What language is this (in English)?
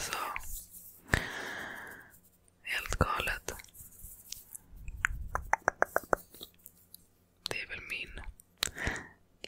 Swedish